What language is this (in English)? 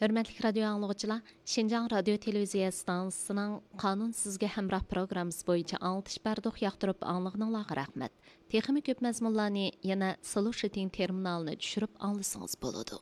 Uyghur